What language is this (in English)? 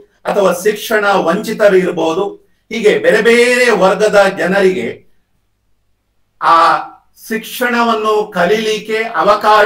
Kannada